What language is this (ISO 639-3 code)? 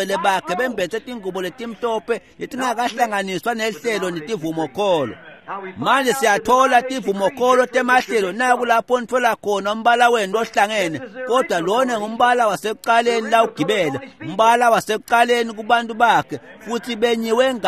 ssw